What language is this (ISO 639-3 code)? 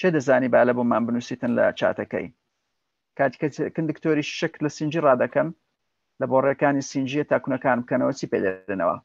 ckb